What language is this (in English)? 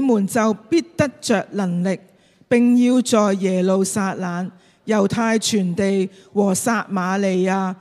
Cantonese